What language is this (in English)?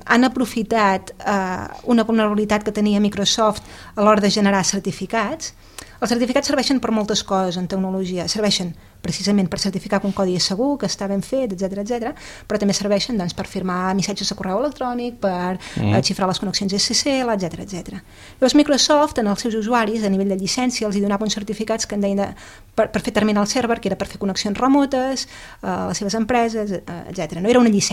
Catalan